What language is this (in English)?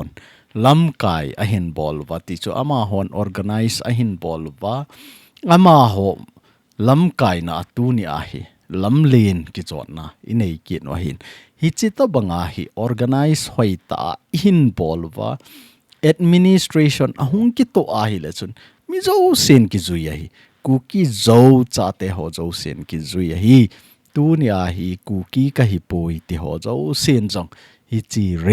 Thado Chin